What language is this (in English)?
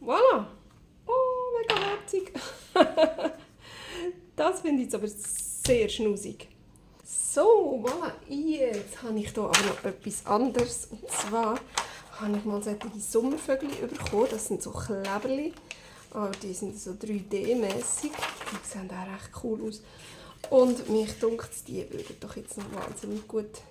Swiss German